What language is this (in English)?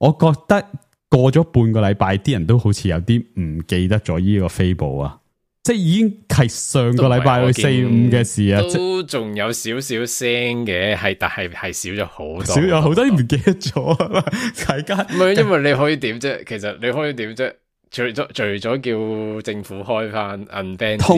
Cantonese